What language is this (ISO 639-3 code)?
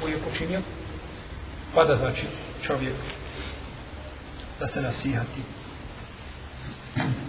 bos